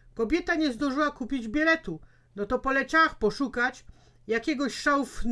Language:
Silesian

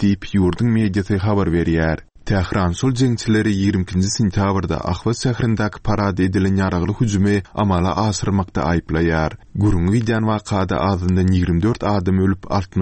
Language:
Turkmen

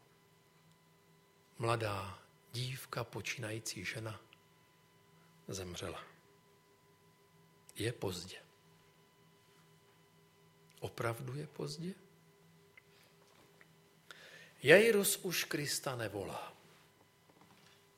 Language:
Czech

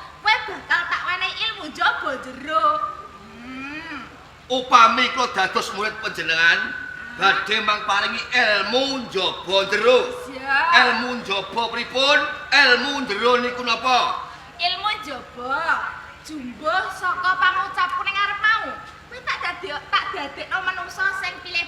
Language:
Javanese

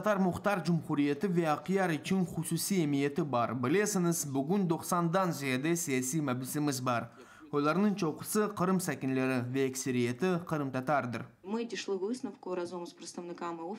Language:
Crimean Tatar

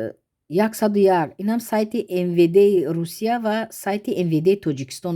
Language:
Tajik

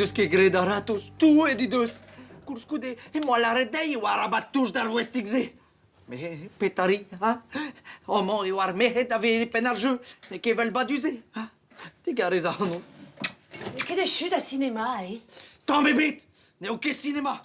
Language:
Breton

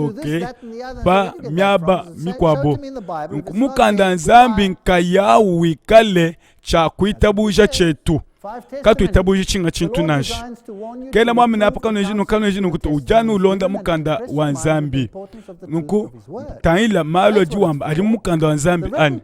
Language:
Luba-Lulua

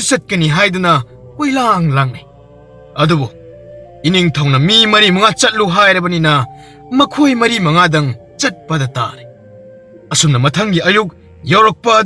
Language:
Manipuri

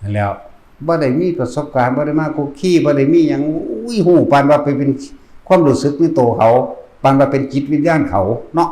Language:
Northeastern Thai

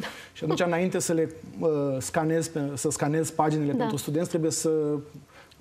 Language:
Romanian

